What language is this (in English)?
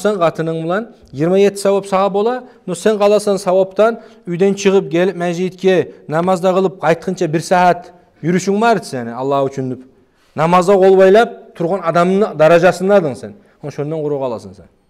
Kumyk